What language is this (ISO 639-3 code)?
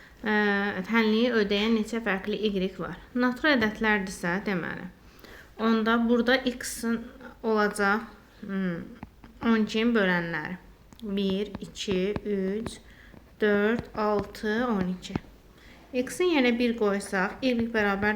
aze